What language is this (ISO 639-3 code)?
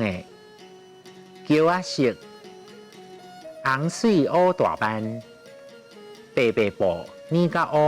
nan